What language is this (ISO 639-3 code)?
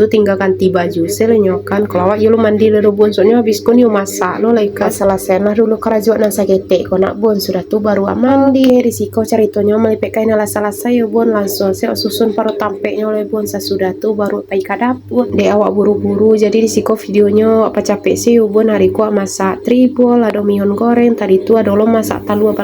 min